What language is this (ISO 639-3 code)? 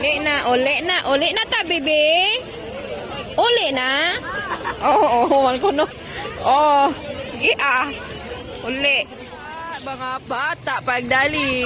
ceb